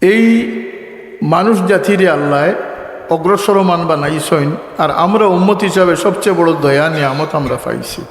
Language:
Sylheti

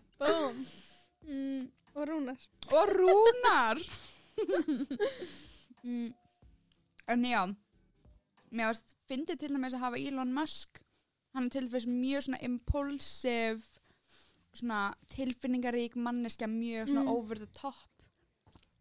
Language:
Icelandic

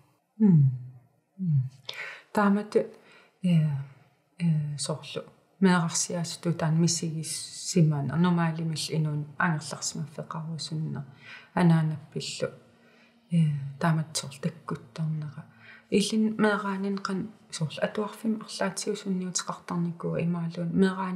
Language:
Kalaallisut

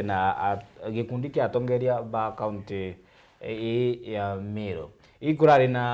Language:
Meru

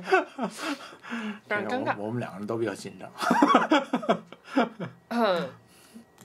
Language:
Chinese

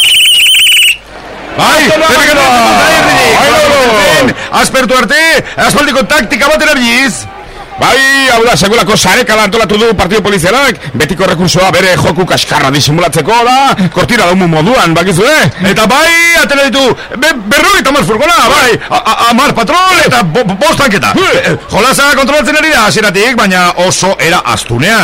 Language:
Basque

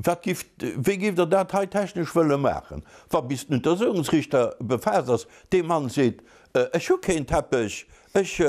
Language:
Luxembourgish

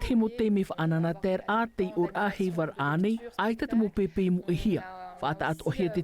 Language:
Tahitian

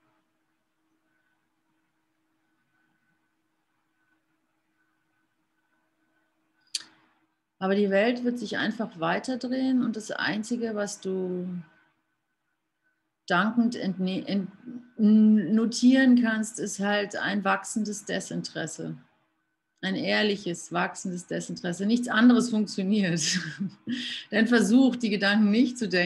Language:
German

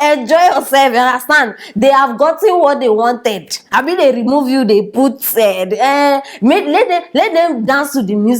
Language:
Nigerian Pidgin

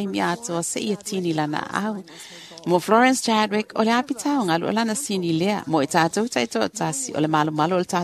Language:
Samoan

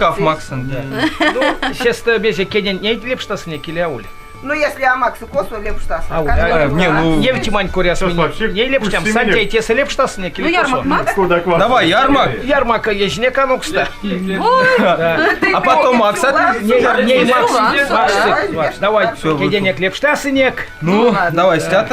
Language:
Erzya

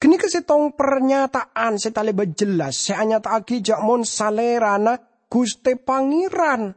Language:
Madurese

